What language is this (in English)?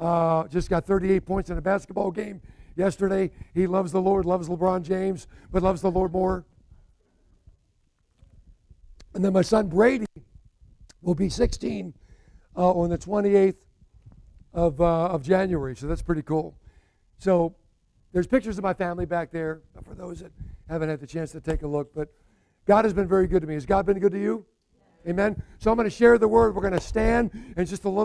English